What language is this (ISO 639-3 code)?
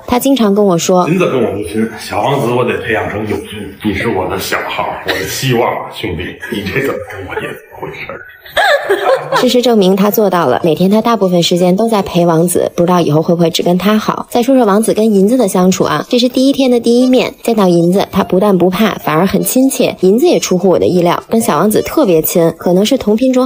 zho